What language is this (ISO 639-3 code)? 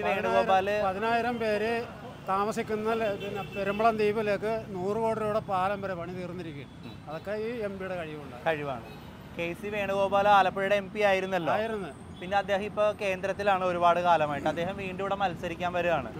mal